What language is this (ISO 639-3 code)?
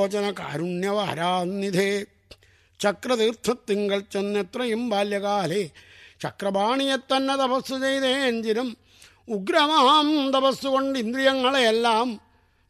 mal